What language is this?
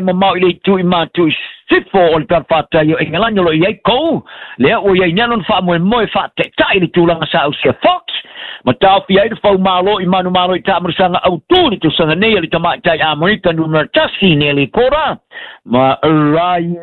Samoan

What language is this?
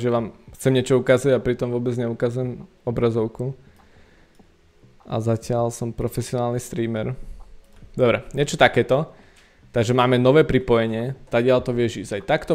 Slovak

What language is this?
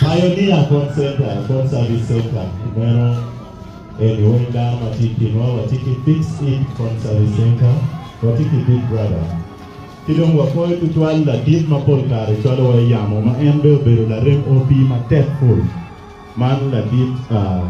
Acoli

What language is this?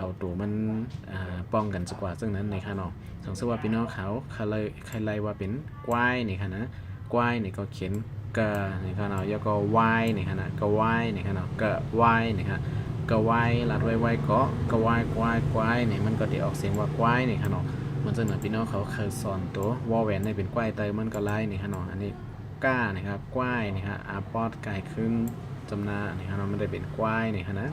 Shan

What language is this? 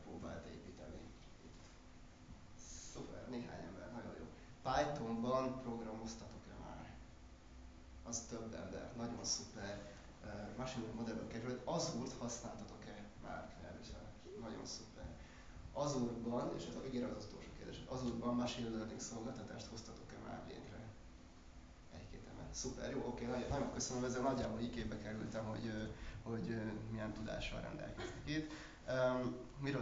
Hungarian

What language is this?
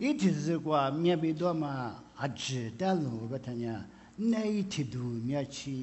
Lisu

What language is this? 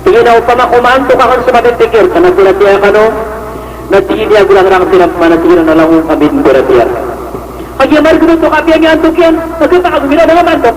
Maranao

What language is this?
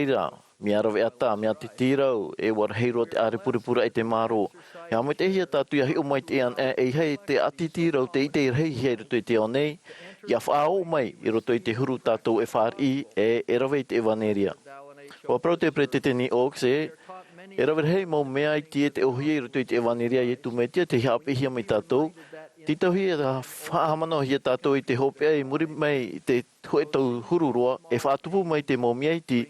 Tahitian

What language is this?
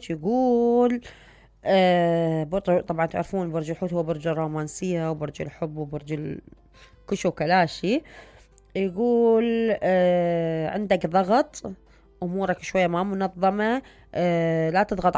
Mesopotamian Arabic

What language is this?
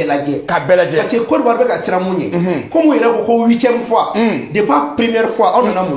Bambara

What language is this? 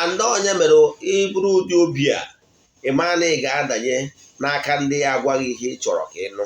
Igbo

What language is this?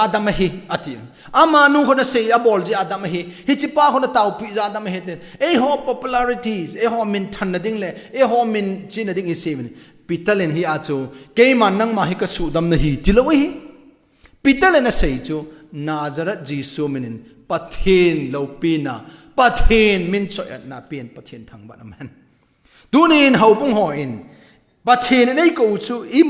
Thado Chin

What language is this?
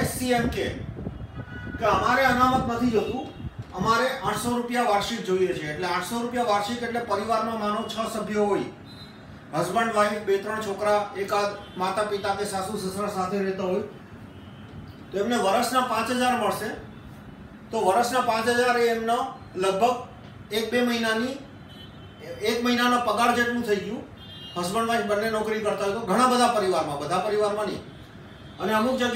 Gujarati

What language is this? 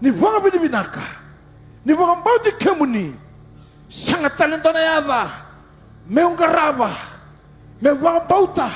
Fijian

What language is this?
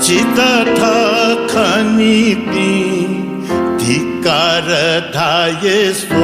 Newari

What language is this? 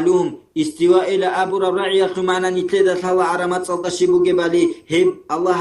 Avaric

